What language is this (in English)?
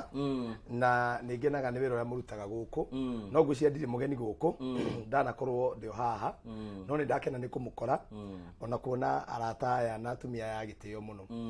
Kikuyu